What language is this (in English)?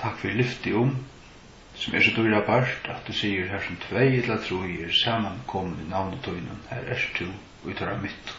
Faroese